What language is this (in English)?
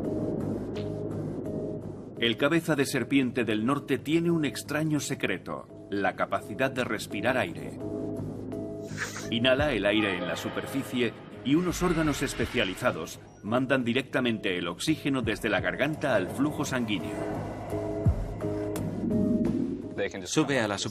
Spanish